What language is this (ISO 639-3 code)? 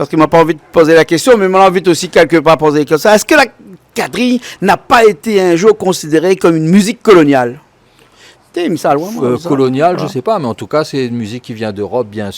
rcf